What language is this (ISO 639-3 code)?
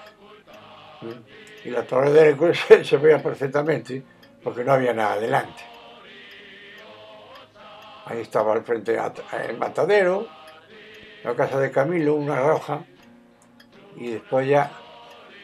spa